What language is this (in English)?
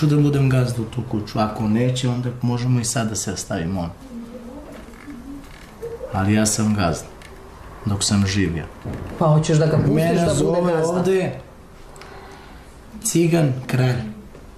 Serbian